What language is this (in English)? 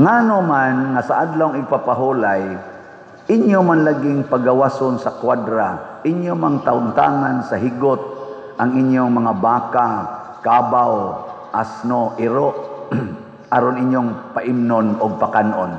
Cebuano